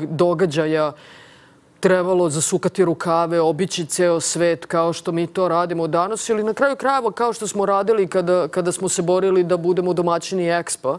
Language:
Serbian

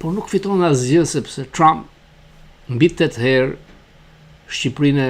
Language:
Albanian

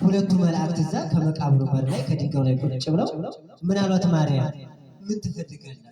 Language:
Amharic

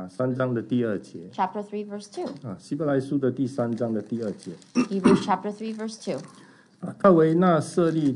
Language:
Chinese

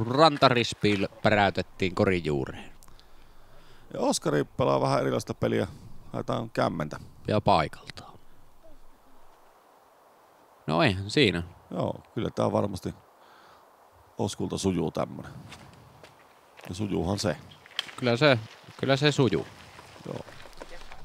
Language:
Finnish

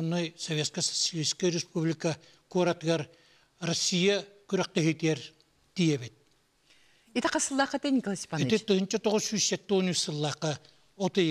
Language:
Yakut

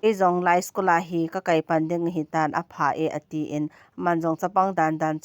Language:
Thado Chin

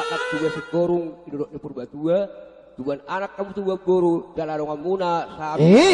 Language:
Batak Toba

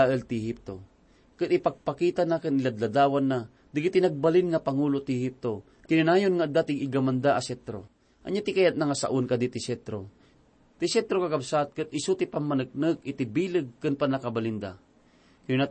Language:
Iloko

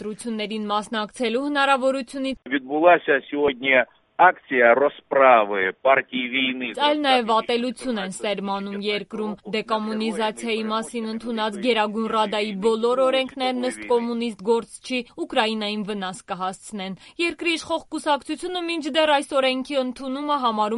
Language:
Armenian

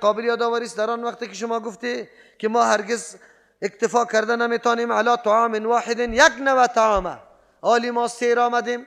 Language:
Persian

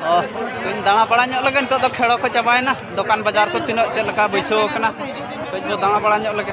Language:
Santali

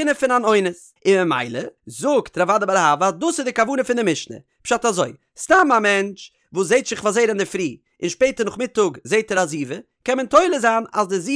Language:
Yiddish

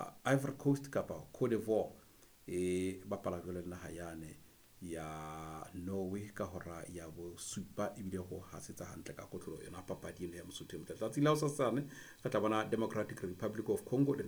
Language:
Southern Sotho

